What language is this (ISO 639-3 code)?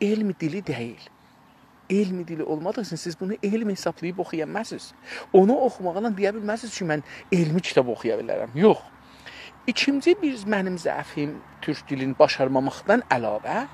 azb